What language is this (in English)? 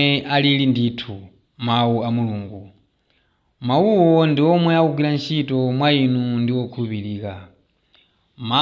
Nyanja